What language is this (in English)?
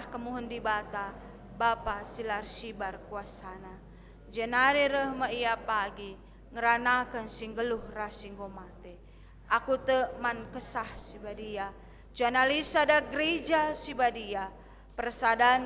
Batak Karo